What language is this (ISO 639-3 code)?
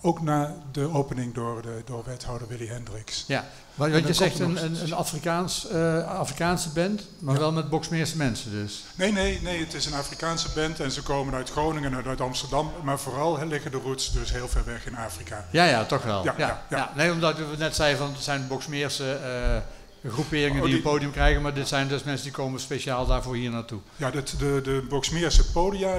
nld